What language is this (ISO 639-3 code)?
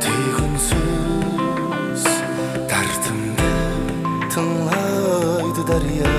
kaa